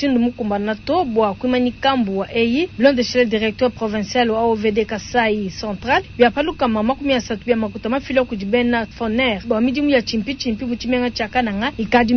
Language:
Luba-Lulua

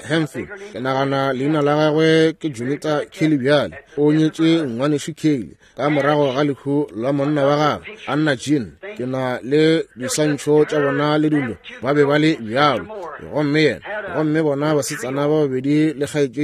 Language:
Northern Sotho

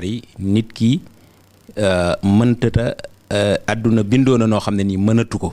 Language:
Wolof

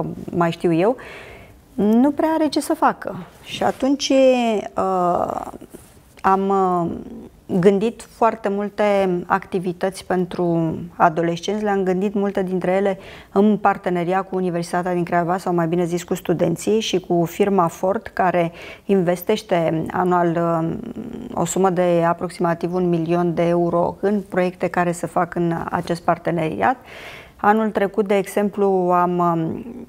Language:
Romanian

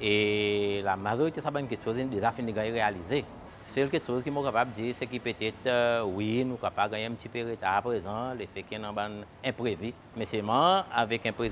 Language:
Seselwa Creole French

